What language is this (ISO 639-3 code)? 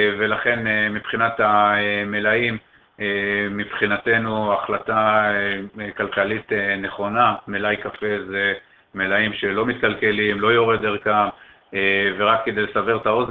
heb